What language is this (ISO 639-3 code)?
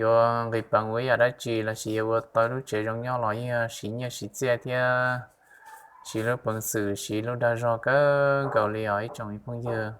hmn